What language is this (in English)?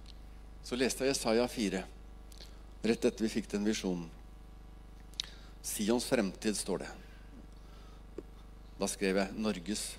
Norwegian